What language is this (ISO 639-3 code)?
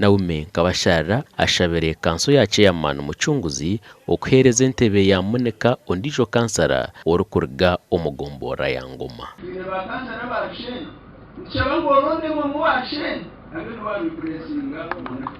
nyn